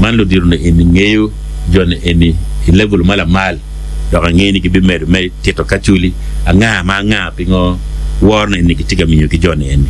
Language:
Acoli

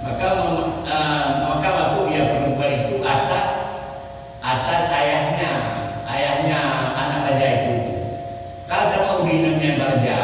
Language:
Achinese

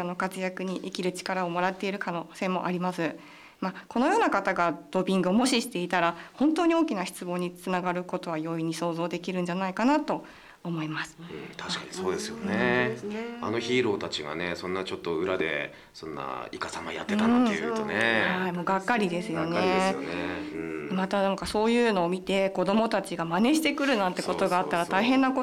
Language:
Japanese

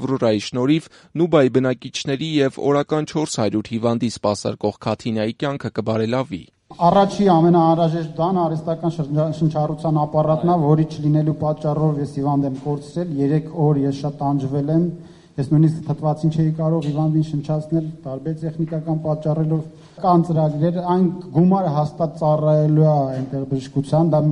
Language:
Armenian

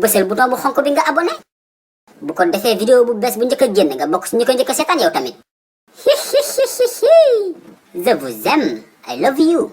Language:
Wolof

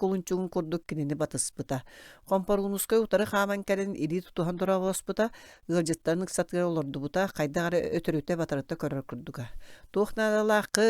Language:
Yakut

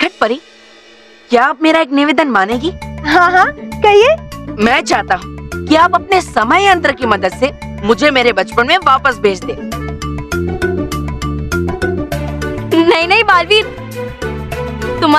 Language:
Hindi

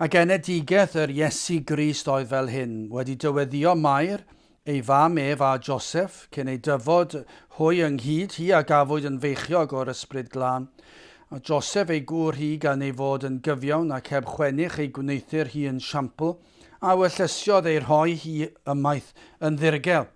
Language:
Welsh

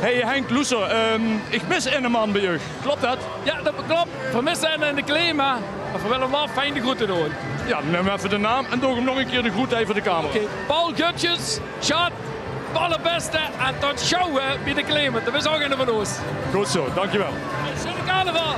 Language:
Limburgish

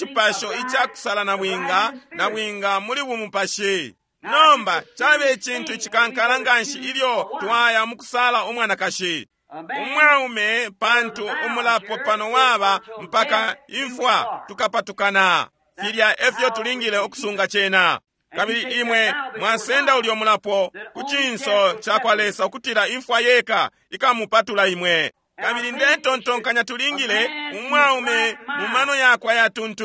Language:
Bemba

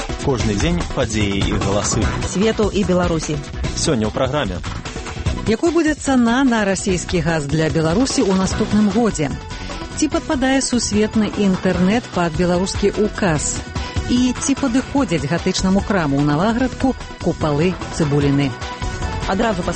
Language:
Belarusian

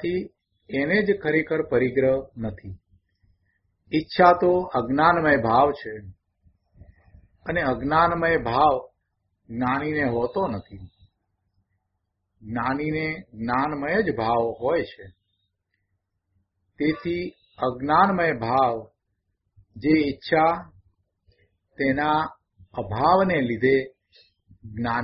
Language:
Gujarati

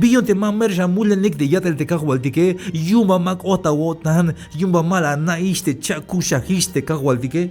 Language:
Tzeltal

